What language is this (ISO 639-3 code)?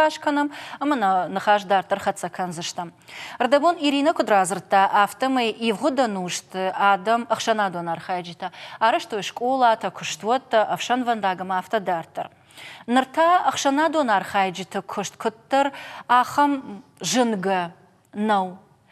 oss